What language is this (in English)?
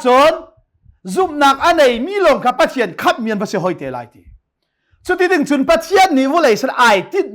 Hakha Chin